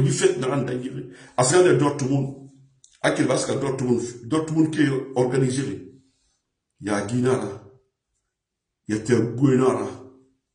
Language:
French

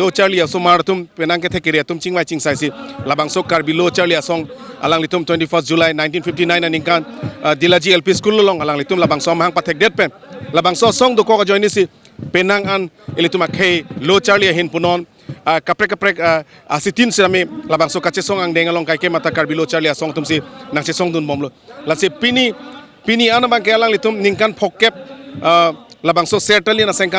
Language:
Karbi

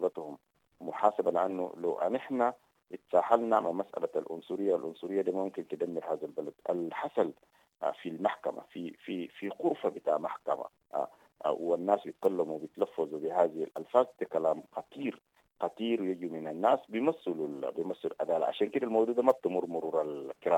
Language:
Sudanese Arabic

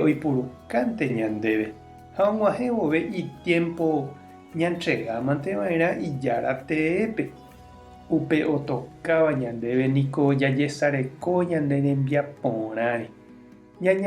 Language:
Guarani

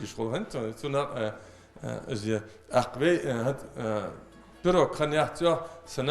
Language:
Ingush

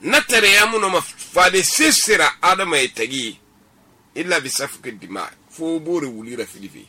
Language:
Susu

